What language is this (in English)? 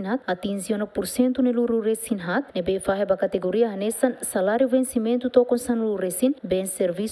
Tetum